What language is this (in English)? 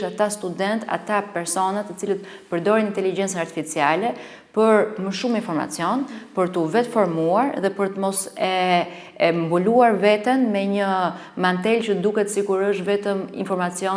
Albanian